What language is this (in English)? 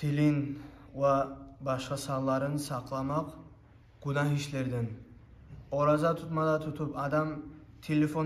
Kumyk